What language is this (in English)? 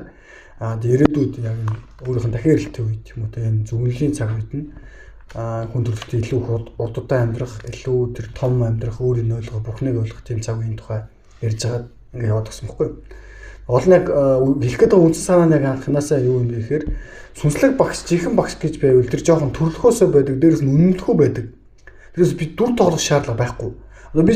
Mongolian